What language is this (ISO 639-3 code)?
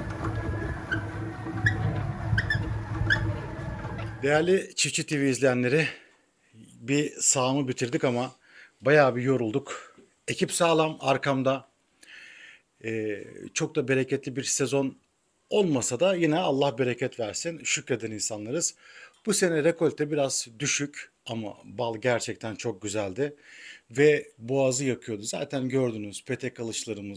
tur